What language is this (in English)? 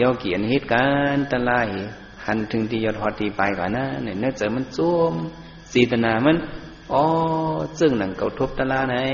Shan